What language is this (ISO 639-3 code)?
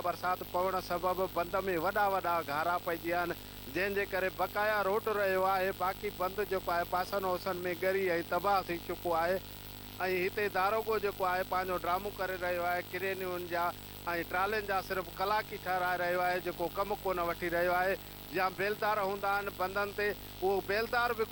snd